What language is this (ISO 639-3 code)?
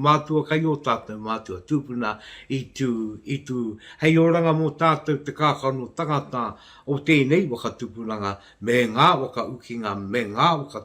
mri